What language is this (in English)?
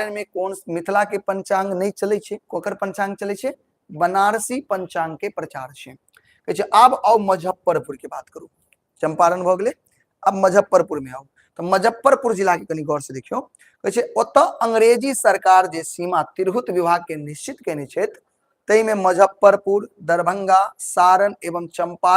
Maithili